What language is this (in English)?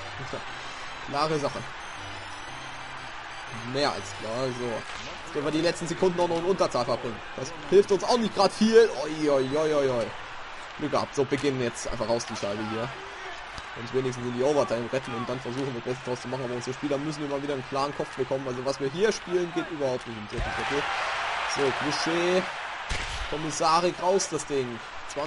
German